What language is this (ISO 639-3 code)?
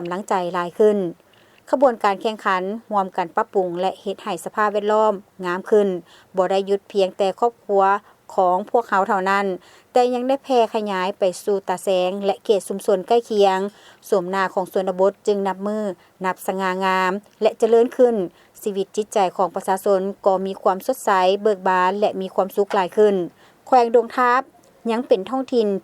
lao